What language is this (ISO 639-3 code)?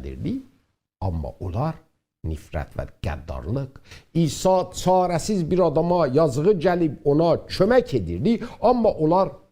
azb